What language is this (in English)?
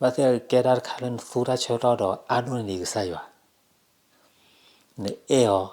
S'gaw Karen